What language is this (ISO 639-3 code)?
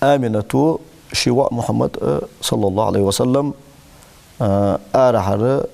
inh